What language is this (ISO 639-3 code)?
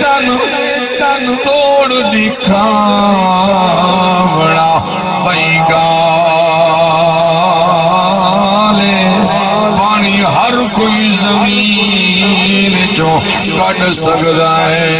skr